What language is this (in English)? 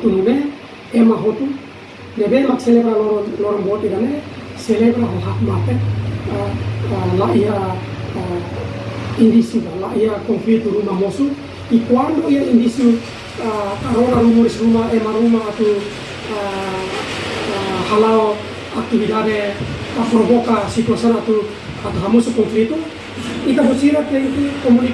Tetum